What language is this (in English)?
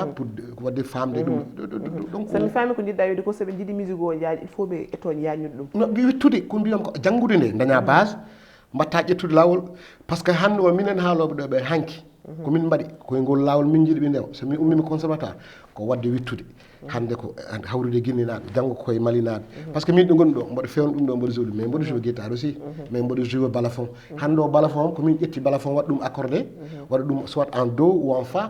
Fula